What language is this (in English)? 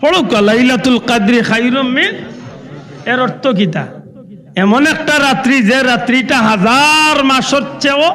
Sylheti